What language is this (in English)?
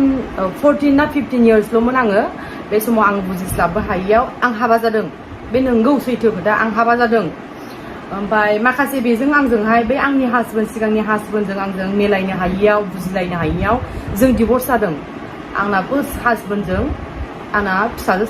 Bodo